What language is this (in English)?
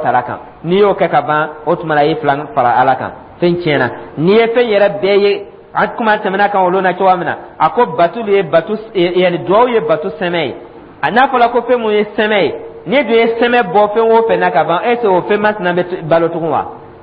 Dyula